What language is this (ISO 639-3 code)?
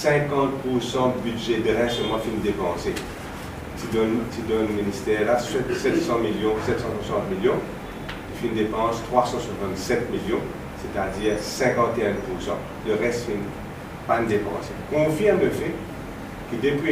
mfe